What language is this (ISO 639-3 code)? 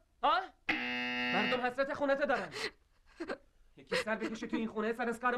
fas